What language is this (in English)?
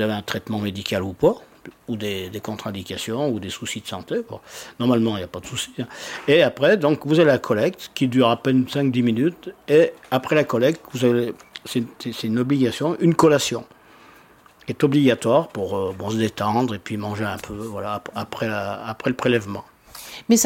French